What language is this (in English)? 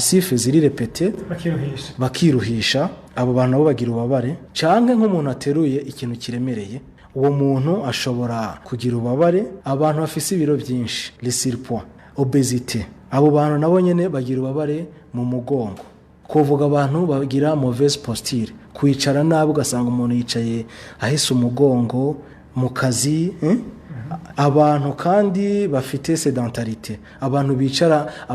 Rundi